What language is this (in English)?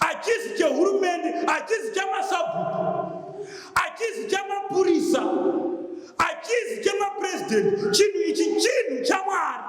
Shona